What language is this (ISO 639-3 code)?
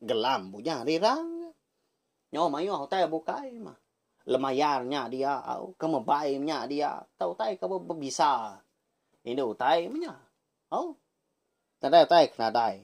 iba